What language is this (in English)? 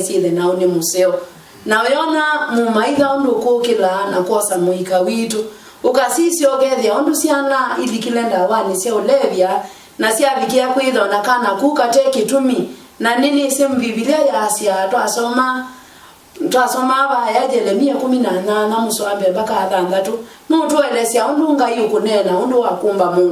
Kamba